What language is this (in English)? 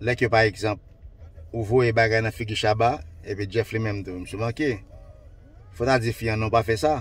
Haitian Creole